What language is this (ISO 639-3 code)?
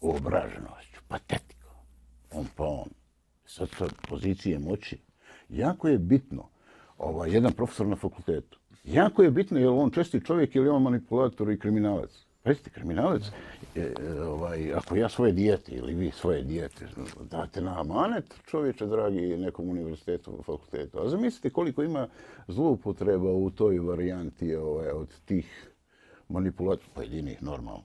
bos